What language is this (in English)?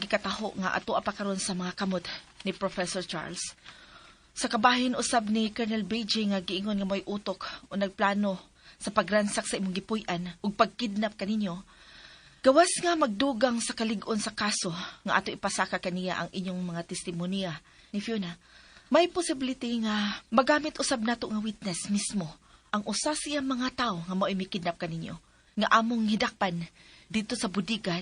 Cebuano